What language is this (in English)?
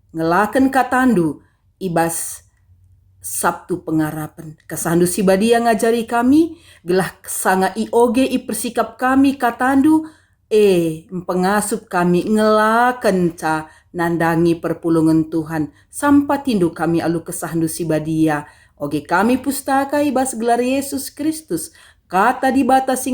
Batak Karo